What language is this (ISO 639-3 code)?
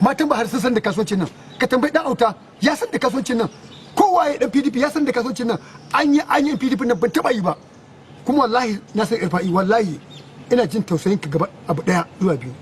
hau